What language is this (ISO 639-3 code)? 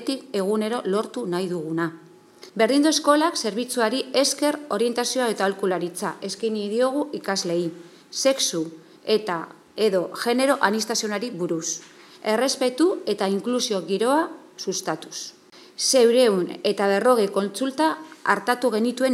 eus